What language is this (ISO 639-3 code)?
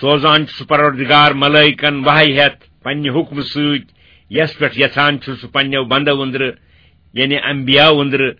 kas